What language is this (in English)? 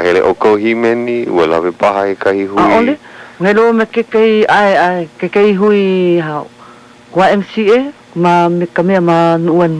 Hawaiian